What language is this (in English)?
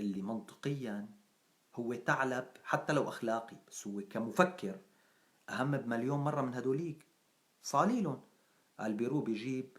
North Levantine Arabic